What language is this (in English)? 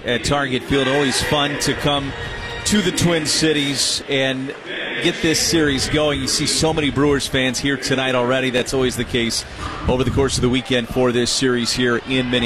English